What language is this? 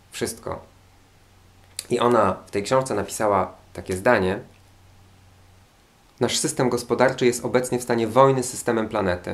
Polish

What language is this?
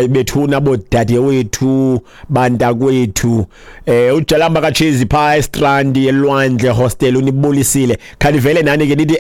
Xhosa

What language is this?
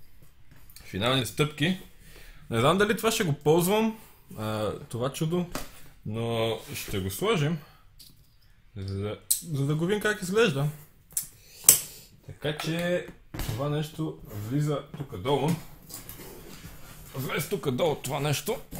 Bulgarian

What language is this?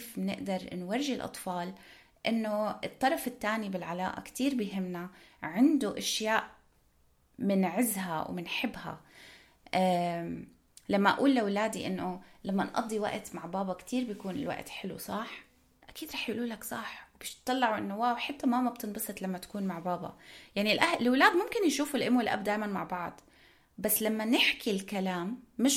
North Levantine Arabic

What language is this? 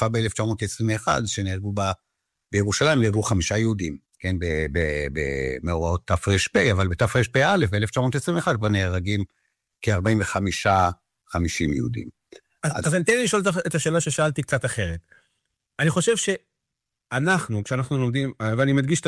Hebrew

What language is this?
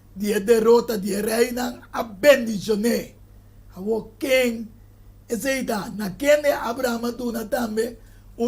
Papiamento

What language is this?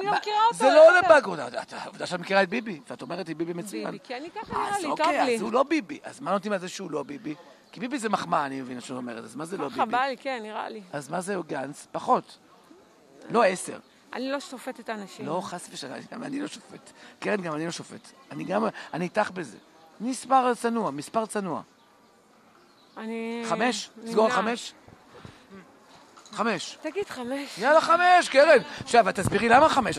Hebrew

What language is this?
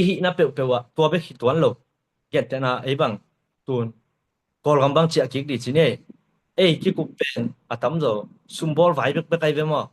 Tedim Chin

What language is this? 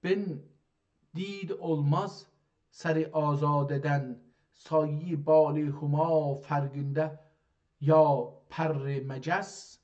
South Azerbaijani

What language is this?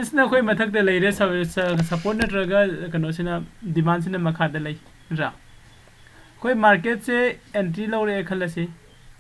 Manipuri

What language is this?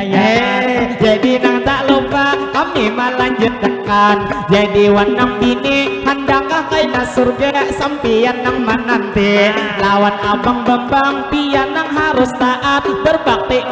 Banjar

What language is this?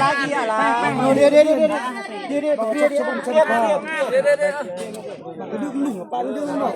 Northeastern Thai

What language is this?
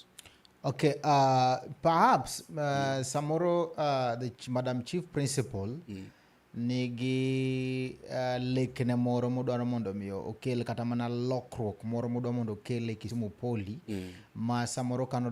Luo (Kenya and Tanzania)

